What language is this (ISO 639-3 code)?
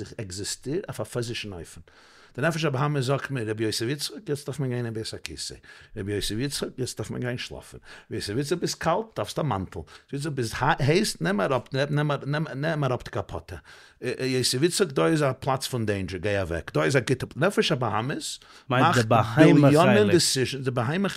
yid